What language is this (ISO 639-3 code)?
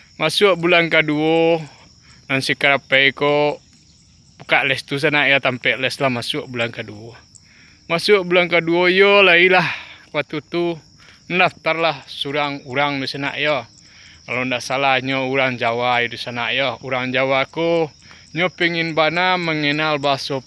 min